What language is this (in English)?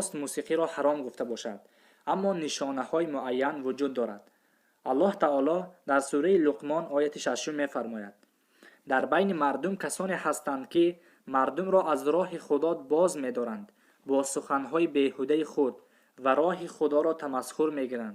Tajik